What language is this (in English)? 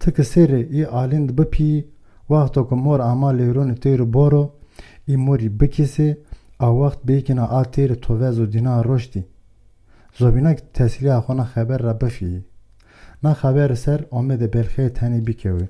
Zaza